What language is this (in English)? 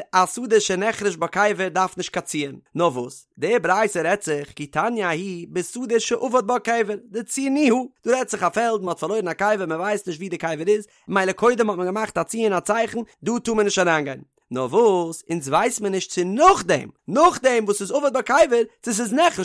Yiddish